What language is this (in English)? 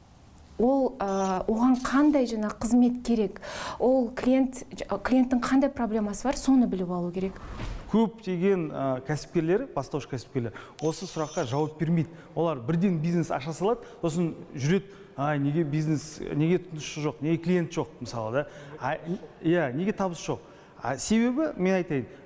Kazakh